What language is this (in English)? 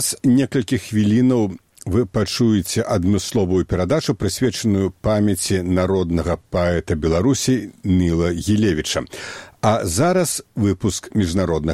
Belarusian